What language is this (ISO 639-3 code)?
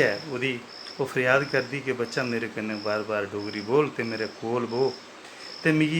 doi